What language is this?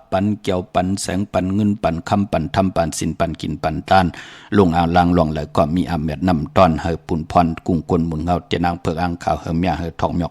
Shan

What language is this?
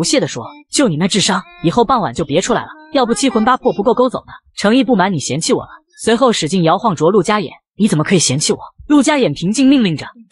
Chinese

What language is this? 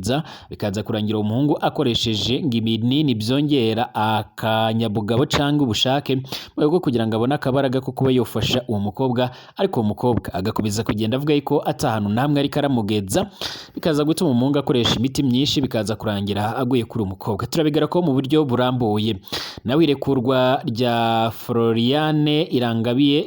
Rundi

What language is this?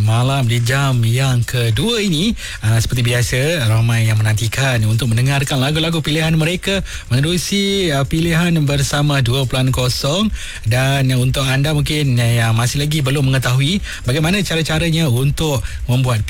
Malay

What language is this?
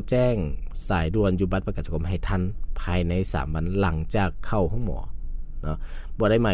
Lao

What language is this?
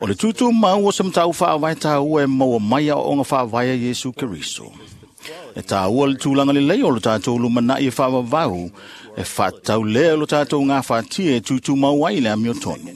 Samoan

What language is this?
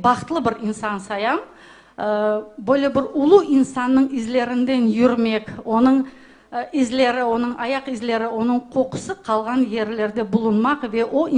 Crimean Tatar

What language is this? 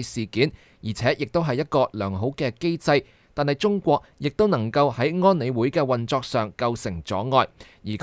Cantonese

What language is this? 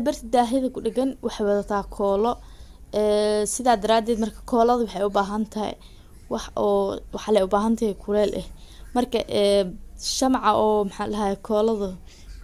Somali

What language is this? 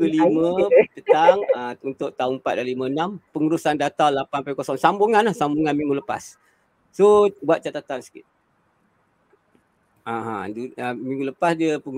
Malay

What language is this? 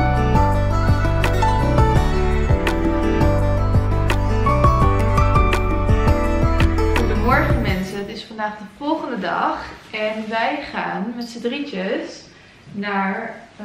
Dutch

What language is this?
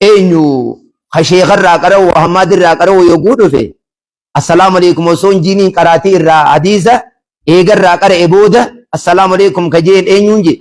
Oromo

